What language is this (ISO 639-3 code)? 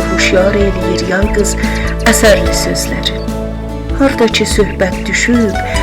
azb